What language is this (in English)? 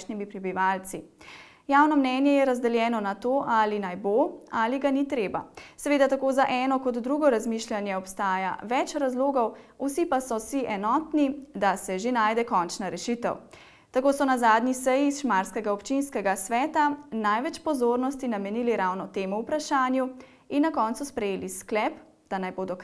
Slovenian